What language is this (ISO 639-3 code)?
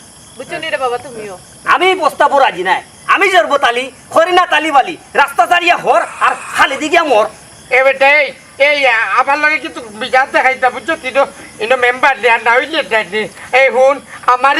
syl